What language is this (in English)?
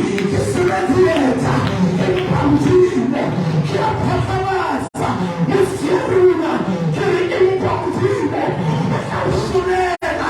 Southern Sotho